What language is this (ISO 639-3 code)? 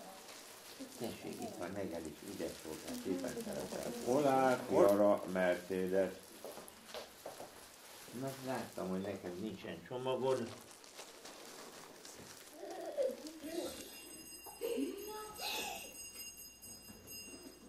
hun